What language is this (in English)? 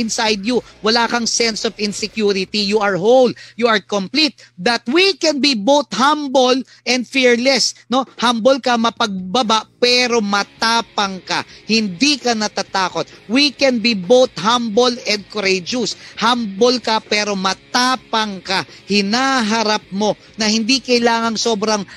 Filipino